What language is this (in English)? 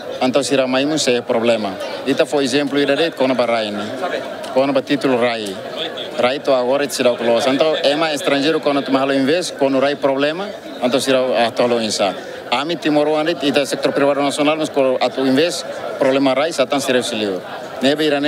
Tetum